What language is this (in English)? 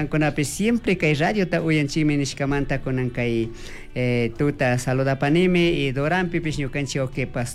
Chimborazo Highland Quichua